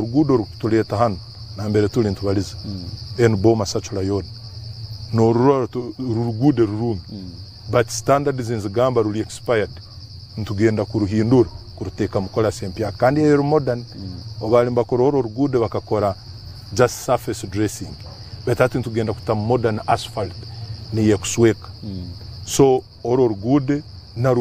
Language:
Nyankole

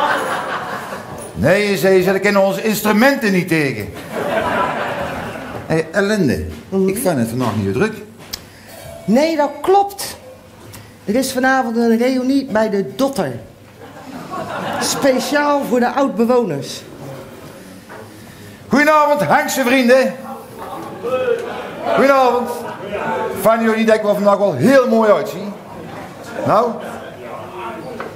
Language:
Dutch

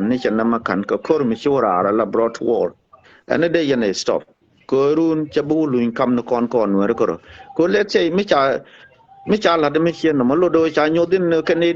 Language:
Nuer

